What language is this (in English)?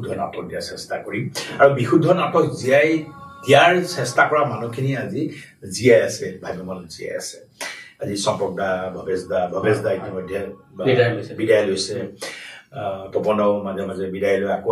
Assamese